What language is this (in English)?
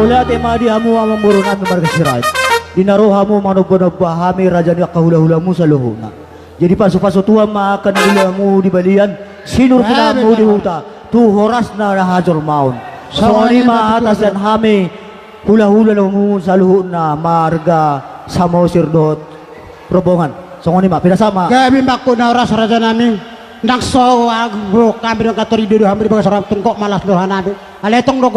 Batak Toba